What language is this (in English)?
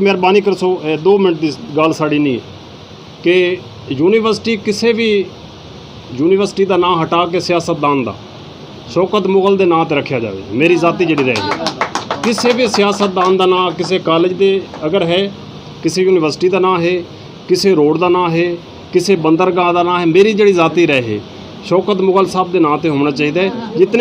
Saraiki